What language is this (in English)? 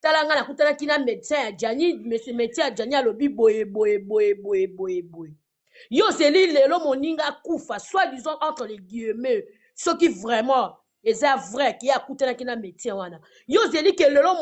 Lingala